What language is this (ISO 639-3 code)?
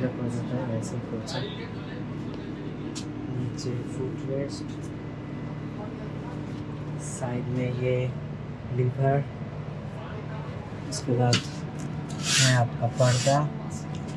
hin